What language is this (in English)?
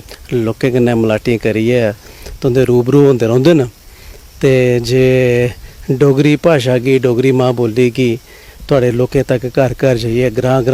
Dogri